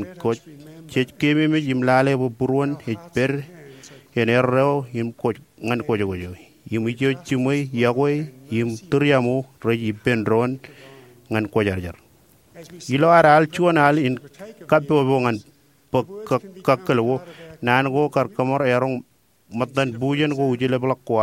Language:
Marshallese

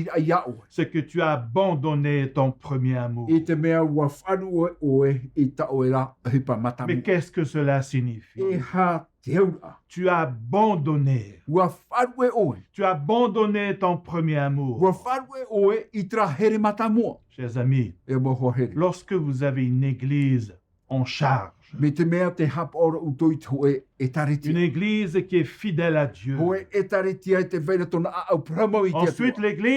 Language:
Tahitian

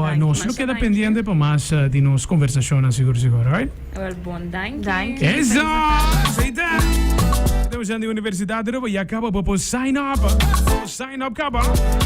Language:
Papiamento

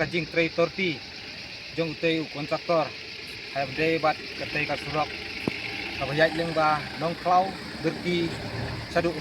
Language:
Khasi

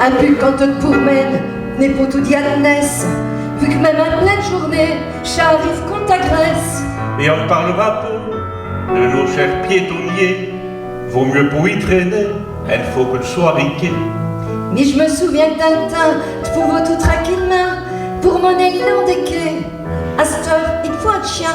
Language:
Picard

